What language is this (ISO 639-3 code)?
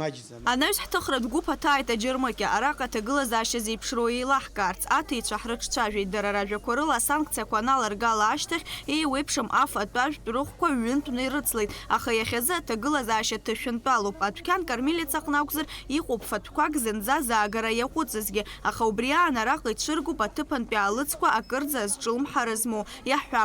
abk